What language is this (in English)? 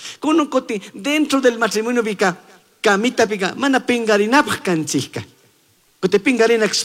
Chimborazo Highland Quichua